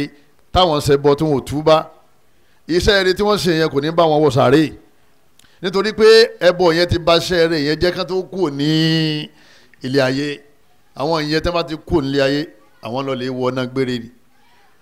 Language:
Yoruba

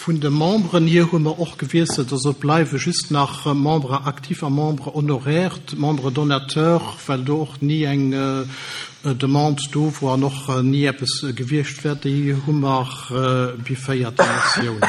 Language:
Luxembourgish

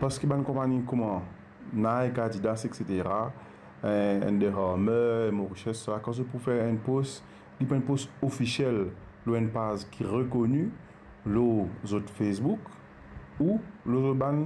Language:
Morisyen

